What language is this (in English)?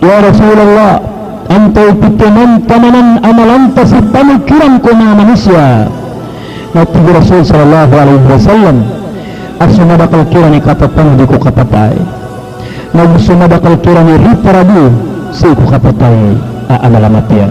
Maranao